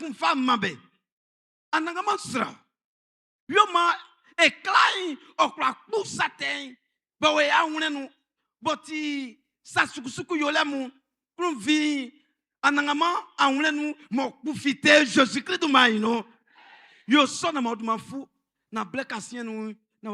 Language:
Baoulé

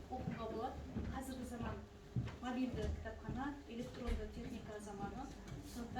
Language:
Kazakh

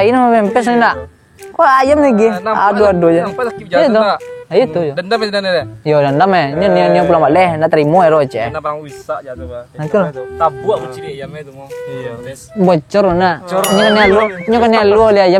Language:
Minangkabau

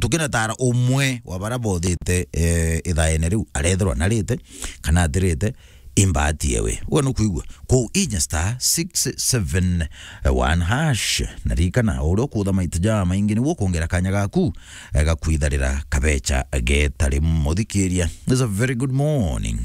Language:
Meru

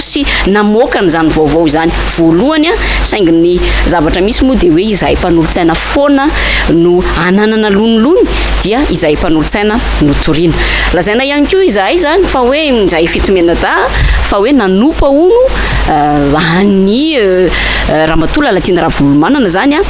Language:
Malagasy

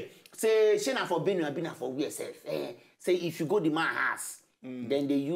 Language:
Nigerian Pidgin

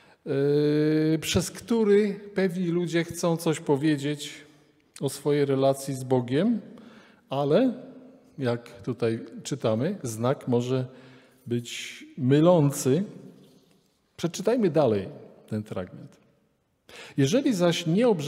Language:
Polish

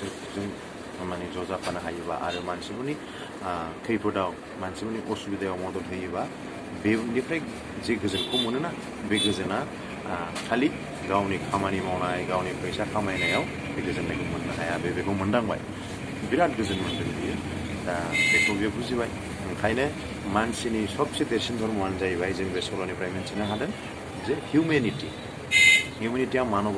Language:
Bodo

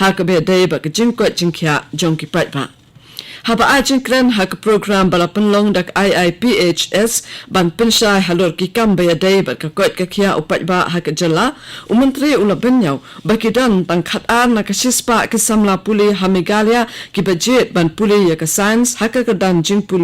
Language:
Khasi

